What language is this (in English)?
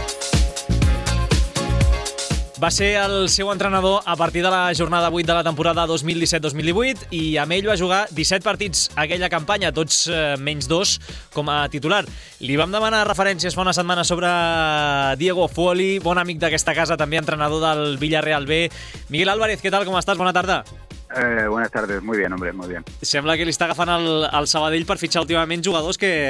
Catalan